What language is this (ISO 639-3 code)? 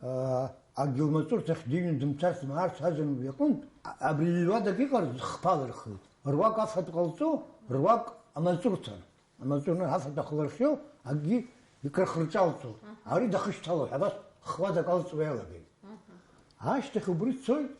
abk